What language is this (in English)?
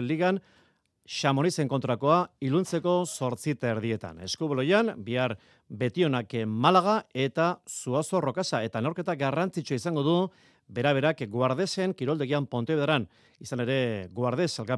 Basque